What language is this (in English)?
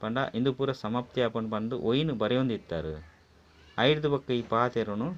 Tulu